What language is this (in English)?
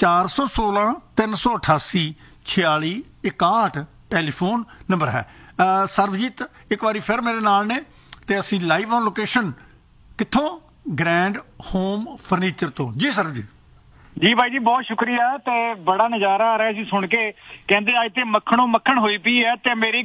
Punjabi